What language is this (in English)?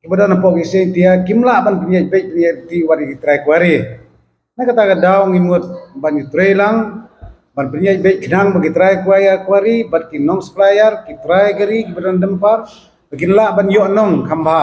Khasi